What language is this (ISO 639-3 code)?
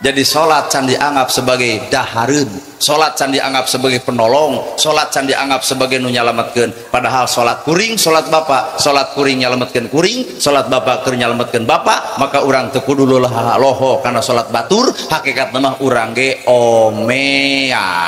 sun